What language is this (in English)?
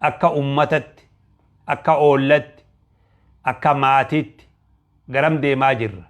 Oromo